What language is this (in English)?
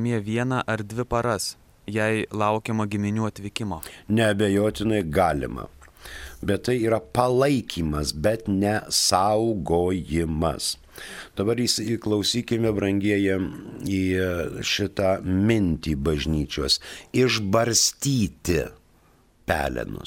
Lithuanian